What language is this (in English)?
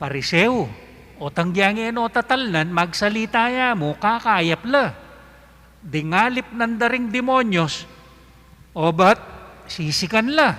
Pampanga